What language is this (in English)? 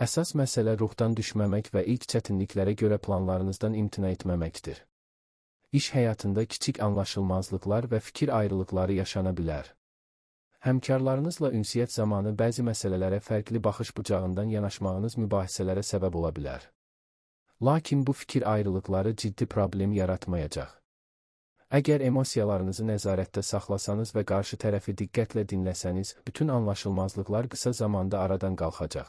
Azerbaijani